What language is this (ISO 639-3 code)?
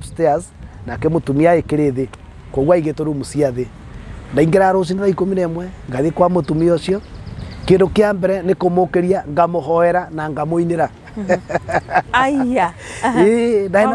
kik